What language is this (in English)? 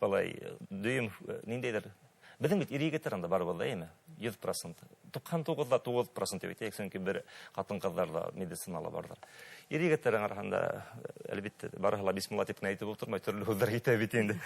Bashkir